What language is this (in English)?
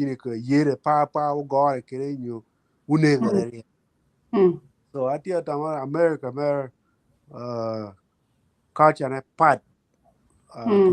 Acoli